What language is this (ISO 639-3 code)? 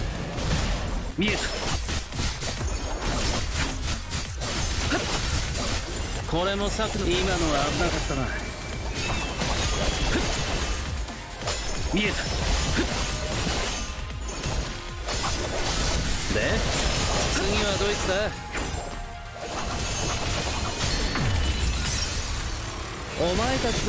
jpn